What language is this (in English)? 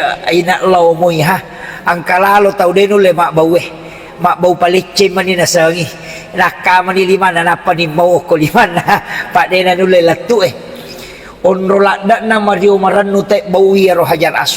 Buginese